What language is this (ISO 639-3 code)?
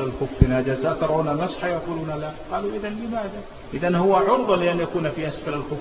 ara